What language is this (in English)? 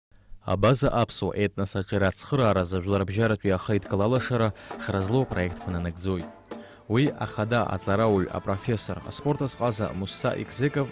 Abkhazian